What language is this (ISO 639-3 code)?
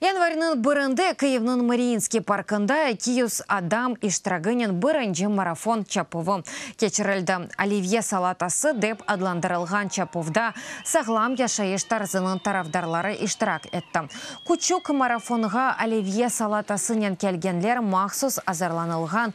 crh